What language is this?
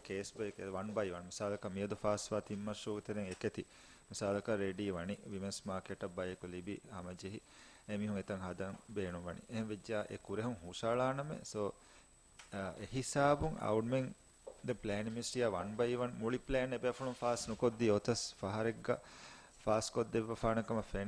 Divehi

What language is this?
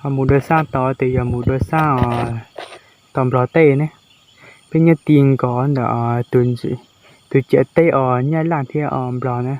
Hmong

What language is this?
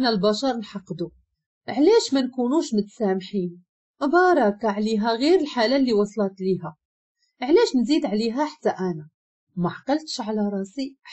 Moroccan Arabic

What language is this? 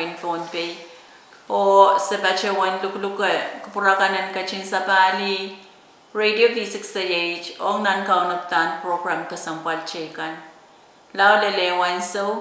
Pohnpeian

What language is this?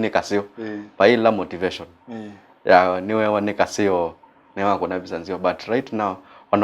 Kamba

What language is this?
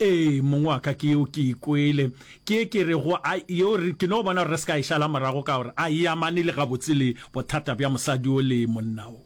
Northern Sotho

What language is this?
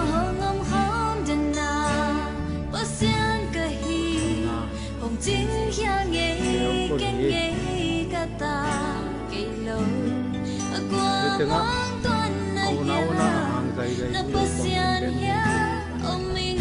Tedim Chin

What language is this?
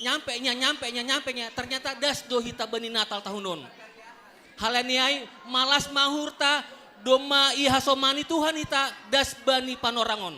Batak Simalungun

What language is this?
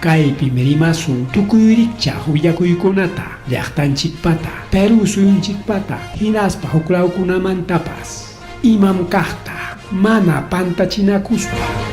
Ayacucho Quechua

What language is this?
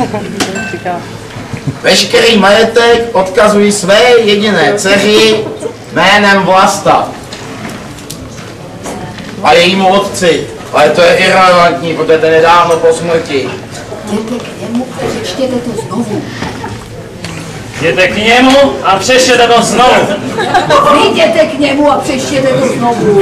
Czech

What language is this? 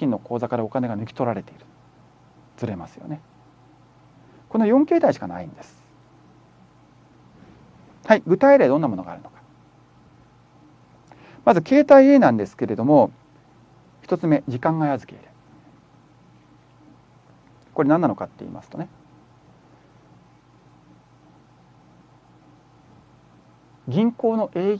Japanese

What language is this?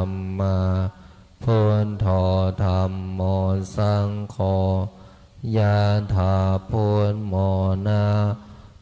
Pali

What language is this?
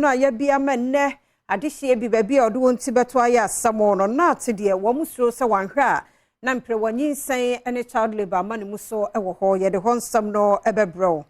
Akan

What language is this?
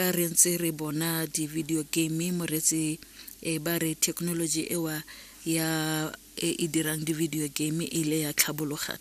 Tswana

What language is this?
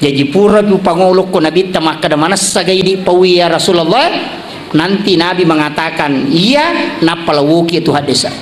Buginese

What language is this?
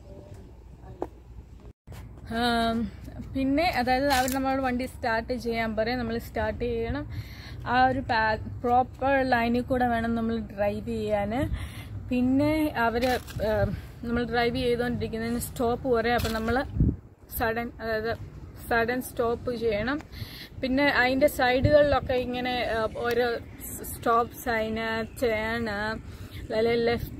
Malayalam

